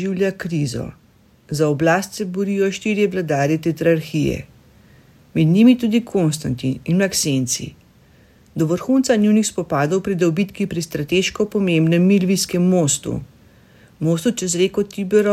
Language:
Slovenian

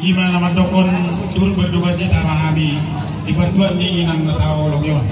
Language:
Batak Toba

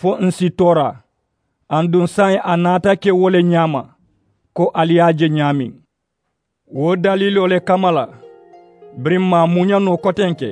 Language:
Mandingo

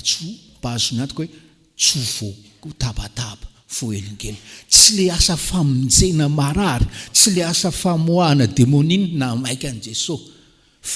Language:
Malagasy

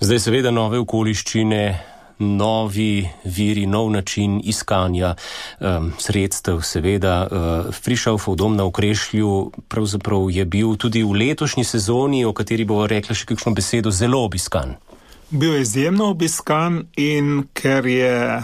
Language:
Slovenian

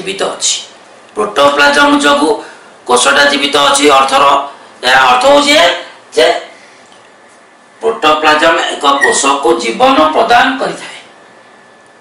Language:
Odia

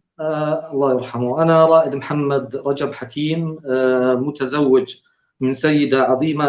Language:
North Levantine Arabic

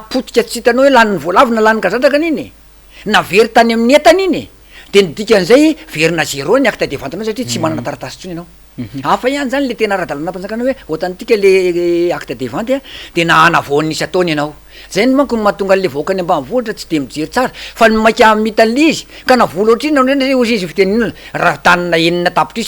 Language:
Malagasy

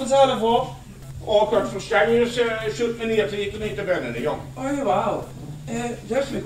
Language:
Limburgish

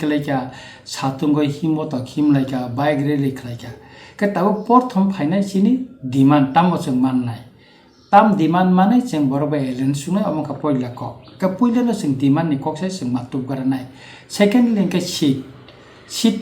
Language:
Kok Borok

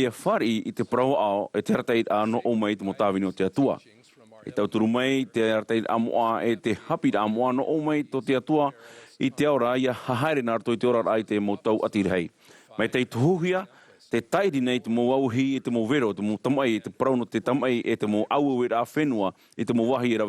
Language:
Tahitian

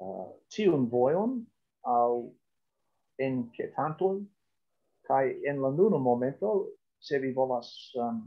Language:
Esperanto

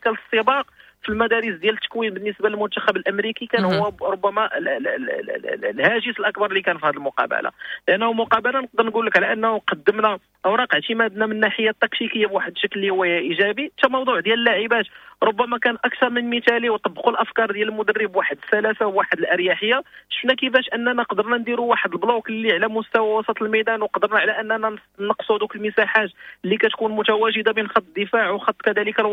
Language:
Moroccan Arabic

